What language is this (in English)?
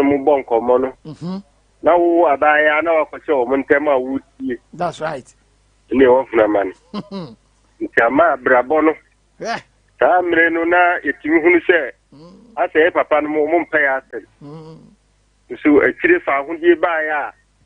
Akan